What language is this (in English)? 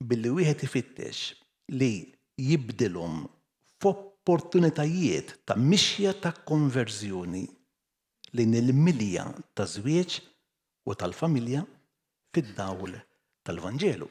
Maltese